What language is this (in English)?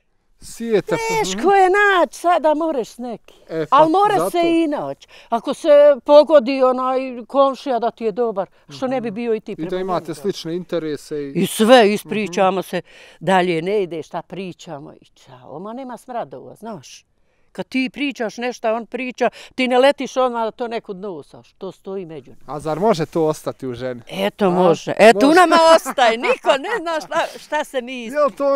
Bosnian